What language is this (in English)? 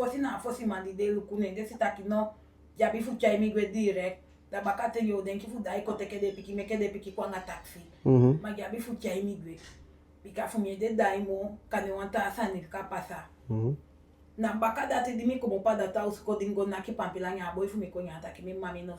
Eastern Maroon Creole